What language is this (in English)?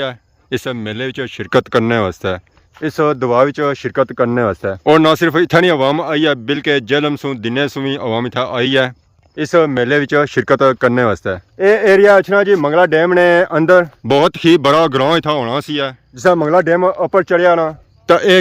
Pahari-Potwari